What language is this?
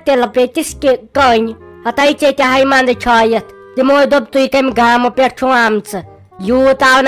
Kashmiri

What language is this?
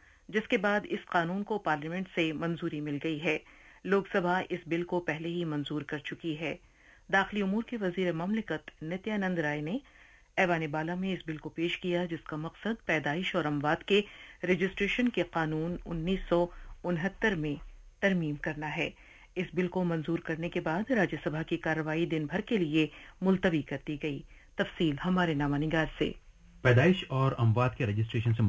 Urdu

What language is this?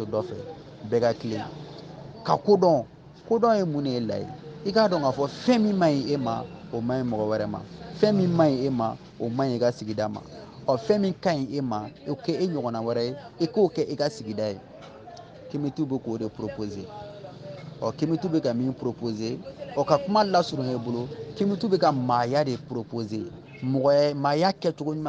Bambara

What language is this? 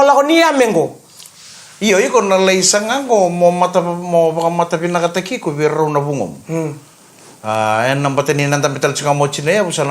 Fijian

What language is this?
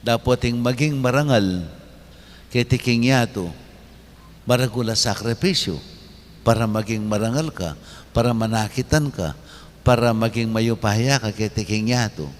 Pampanga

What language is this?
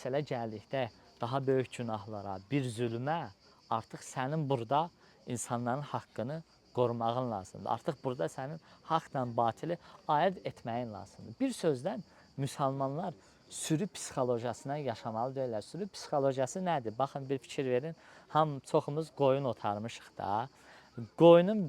Azerbaijani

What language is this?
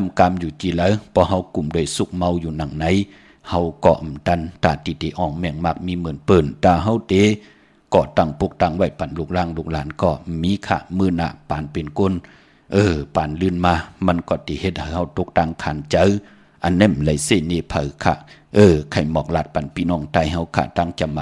Shan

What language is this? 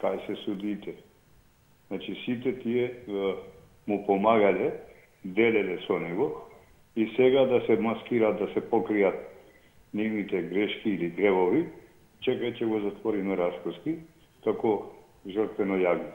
Macedonian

